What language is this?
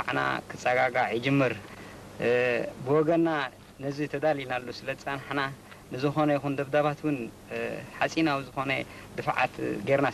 Tigrinya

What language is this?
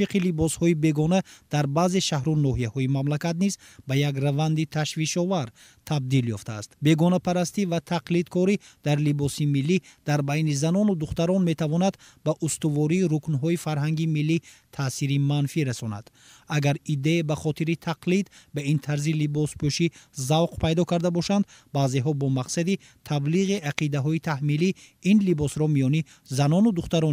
Tajik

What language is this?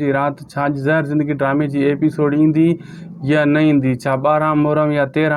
Sindhi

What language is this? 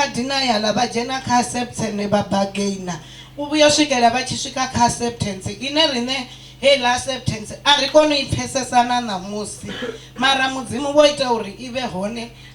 Venda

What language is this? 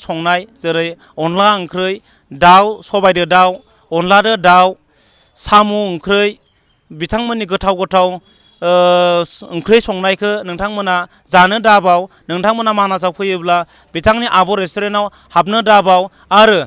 Bodo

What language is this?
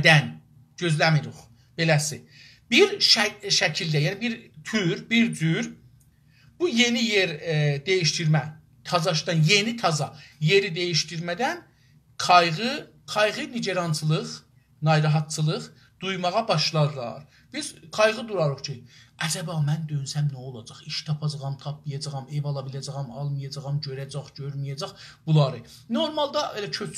South Azerbaijani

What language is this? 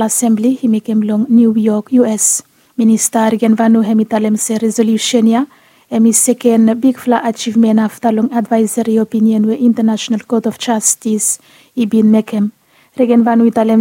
Bislama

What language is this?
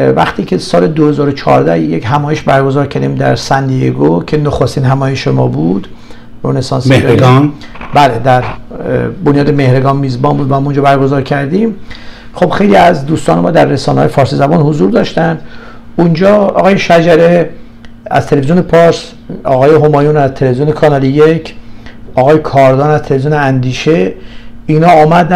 Persian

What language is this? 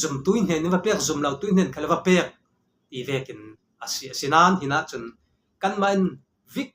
Falam Chin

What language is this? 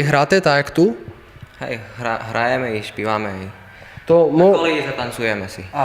Rusyn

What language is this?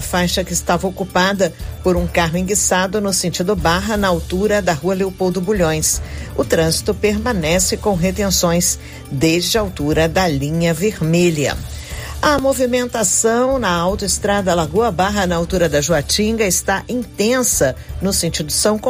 Portuguese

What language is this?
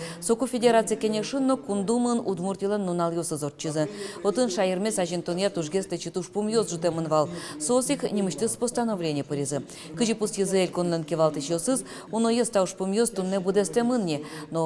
Udmurt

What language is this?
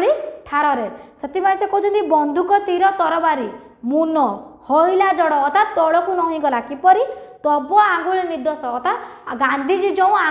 Odia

